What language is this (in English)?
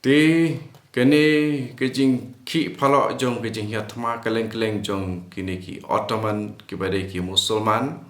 Khasi